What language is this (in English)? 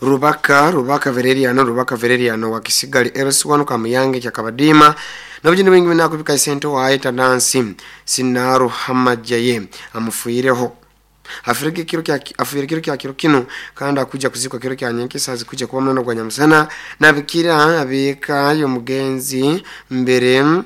Nyoro